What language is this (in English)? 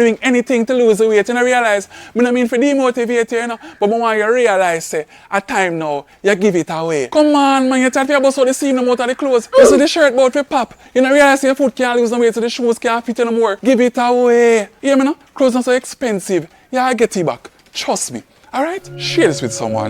Jamaican Creole English